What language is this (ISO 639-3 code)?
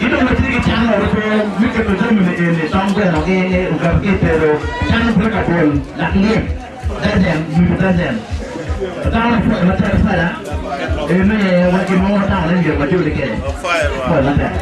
ach